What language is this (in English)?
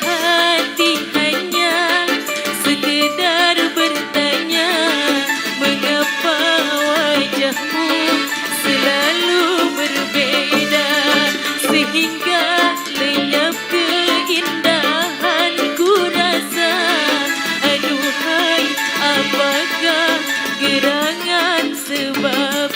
Betawi